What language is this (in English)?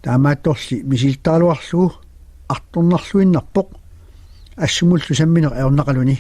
Kalaallisut